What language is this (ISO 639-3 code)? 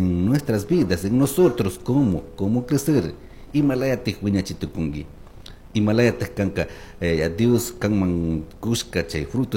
qug